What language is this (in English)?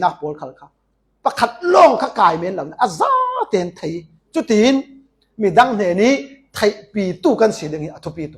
Falam Chin